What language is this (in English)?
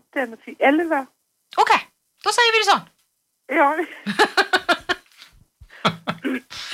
Norwegian